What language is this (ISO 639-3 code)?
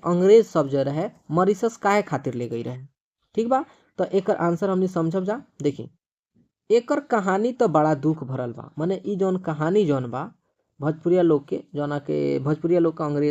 bho